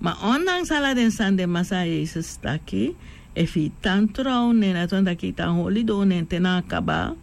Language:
Sranan Tongo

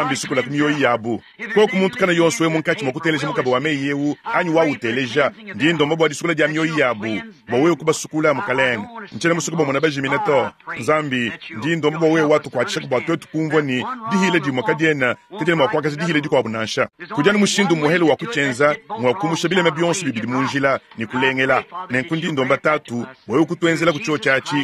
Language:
Luba-Lulua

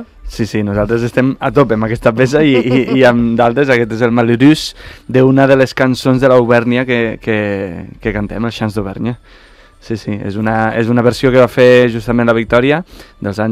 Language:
Catalan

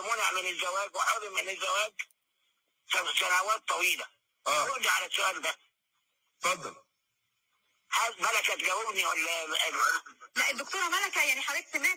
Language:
Egyptian Arabic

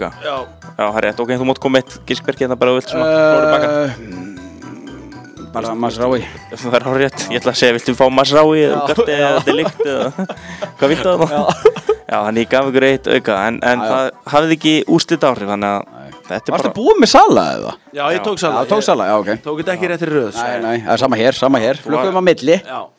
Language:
Icelandic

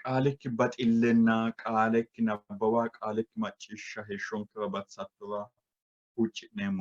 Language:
Sidamo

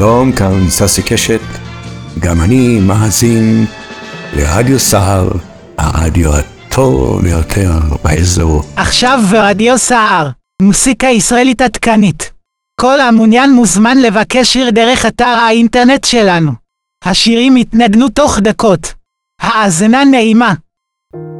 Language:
Hebrew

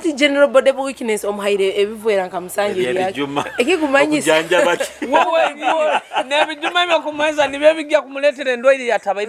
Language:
Nyoro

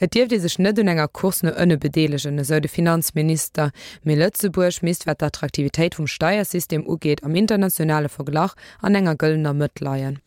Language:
Luxembourgish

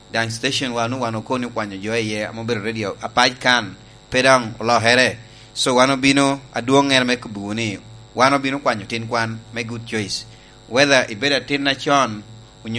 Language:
Lango (Uganda)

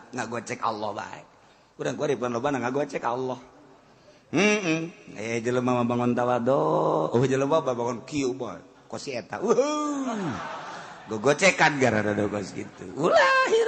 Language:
Sundanese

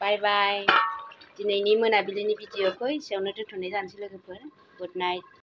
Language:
Bodo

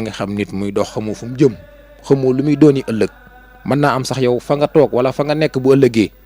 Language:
Wolof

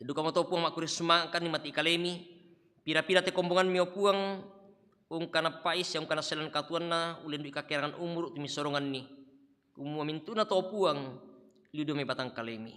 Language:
Toraja-Sa'dan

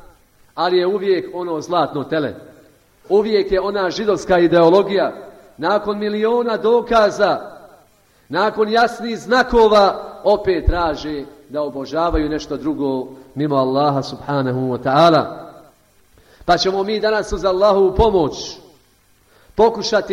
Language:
Bosnian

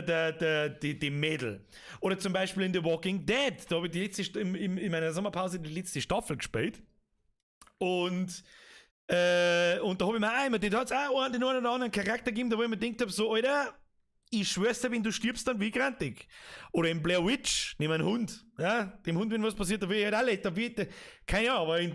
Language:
Bavarian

